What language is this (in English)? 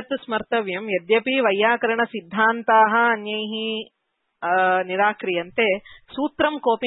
Sanskrit